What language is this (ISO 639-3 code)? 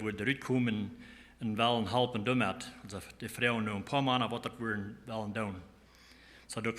pdt